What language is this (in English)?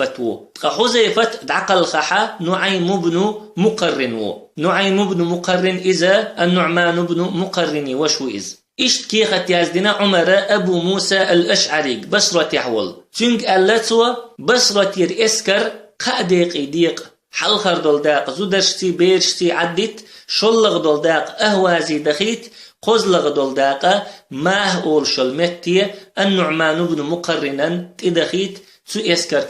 Chechen